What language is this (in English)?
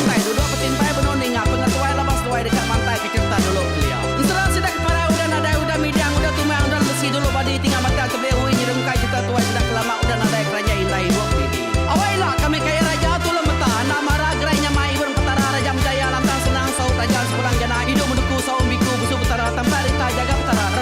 Iban